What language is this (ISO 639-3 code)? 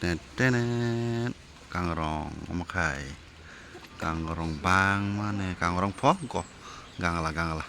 trp